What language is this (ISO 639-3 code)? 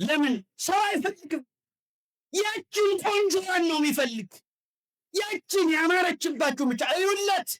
amh